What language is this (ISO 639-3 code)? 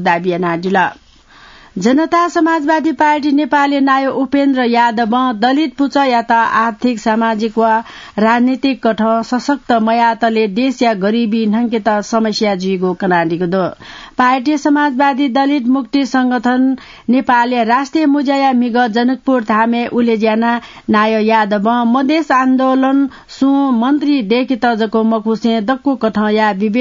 new